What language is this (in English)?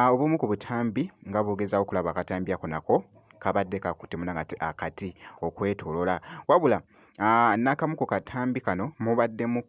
Ganda